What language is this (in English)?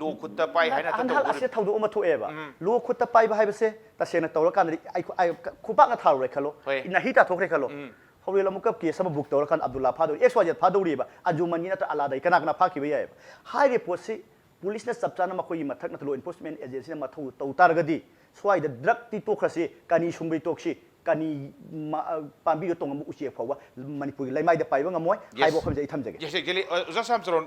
Manipuri